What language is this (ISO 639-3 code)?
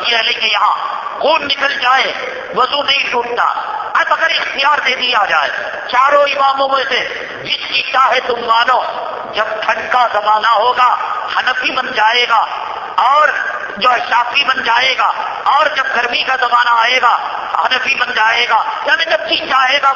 urd